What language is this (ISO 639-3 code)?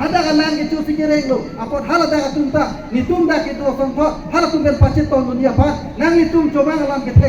mjw